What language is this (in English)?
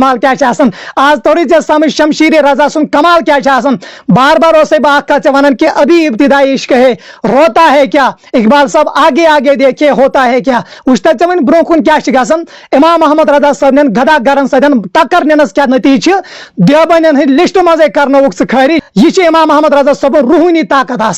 Kashmiri